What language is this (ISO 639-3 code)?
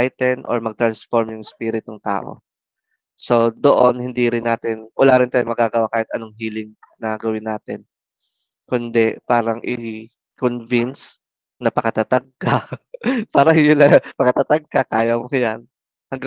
fil